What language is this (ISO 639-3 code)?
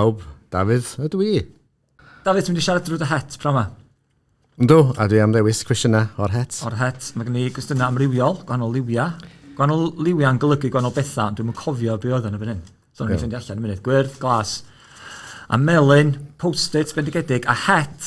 cym